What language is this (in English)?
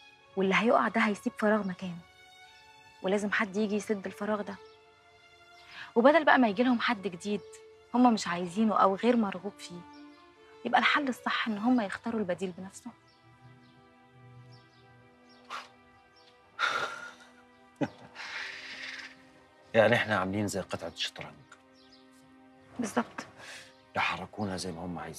Egyptian Arabic